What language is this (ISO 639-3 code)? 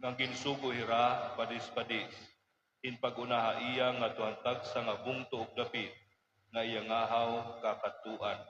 war